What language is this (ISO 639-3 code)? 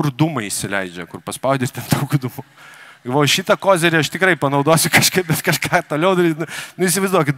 lit